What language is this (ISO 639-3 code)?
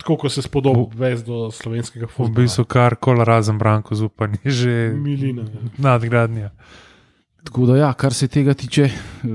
slv